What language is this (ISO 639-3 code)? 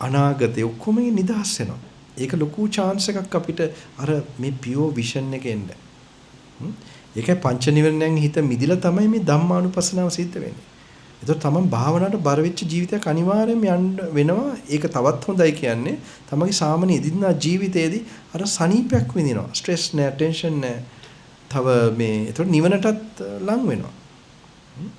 sin